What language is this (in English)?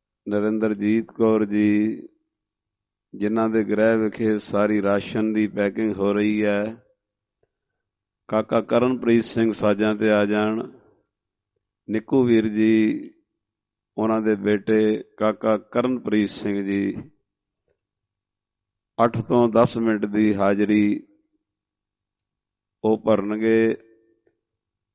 Punjabi